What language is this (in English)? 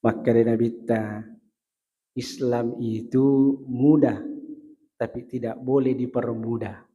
Buginese